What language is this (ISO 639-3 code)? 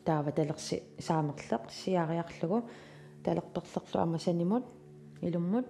kal